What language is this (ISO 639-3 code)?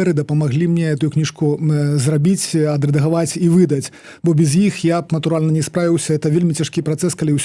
bel